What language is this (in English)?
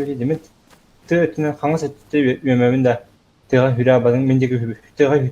Yakut